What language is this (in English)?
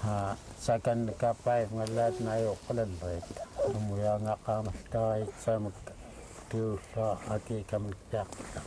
Central Yupik